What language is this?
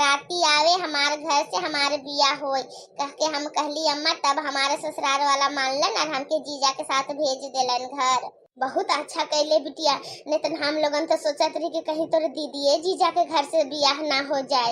Bhojpuri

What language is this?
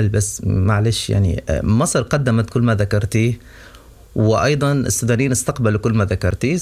Sudanese Arabic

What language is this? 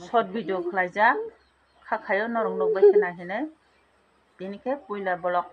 Kok Borok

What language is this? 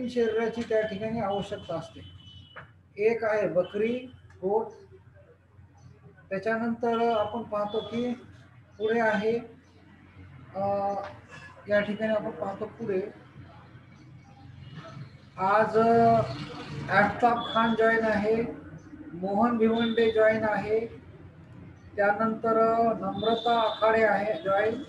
Marathi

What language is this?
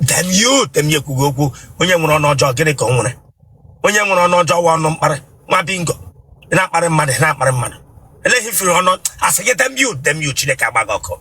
Igbo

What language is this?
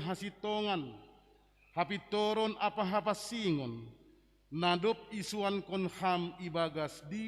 Batak Simalungun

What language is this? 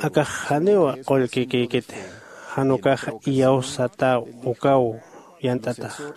Aymara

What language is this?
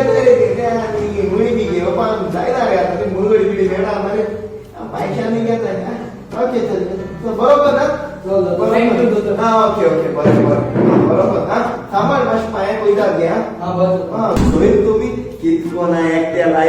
Konkani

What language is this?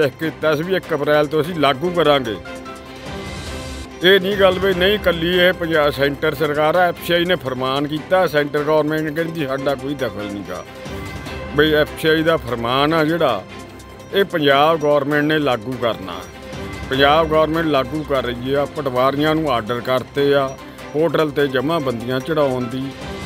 Punjabi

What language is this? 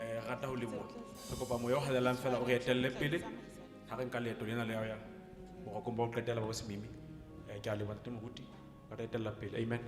Southern Sotho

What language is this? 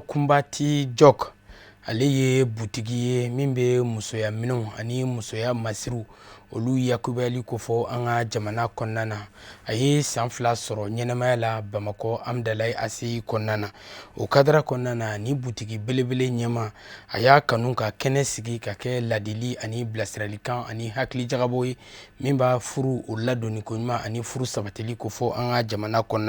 Bambara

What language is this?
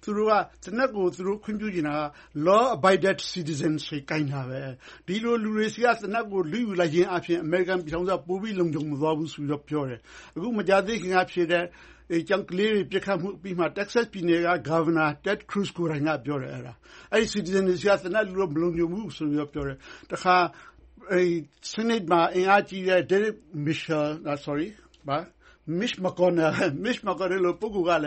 Burmese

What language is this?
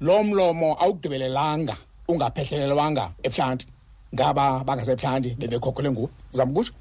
Xhosa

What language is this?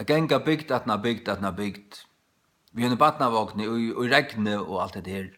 Faroese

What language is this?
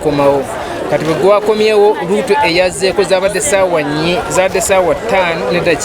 Ganda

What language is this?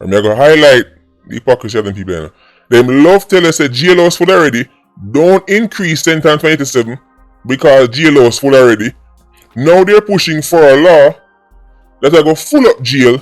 Jamaican Creole English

